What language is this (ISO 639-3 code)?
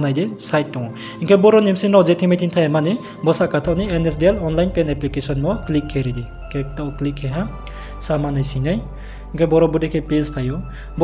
ria